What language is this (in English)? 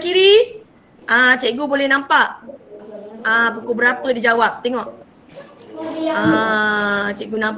Malay